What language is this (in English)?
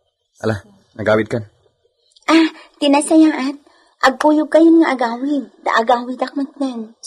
Iloko